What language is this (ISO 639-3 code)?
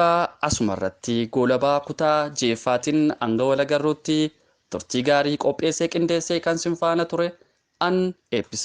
orm